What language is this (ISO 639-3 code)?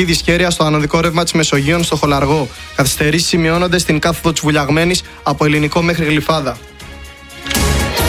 ell